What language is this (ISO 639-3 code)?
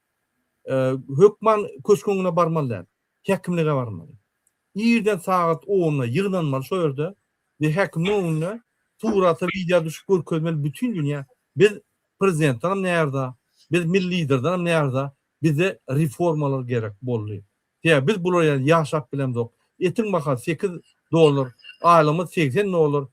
tuk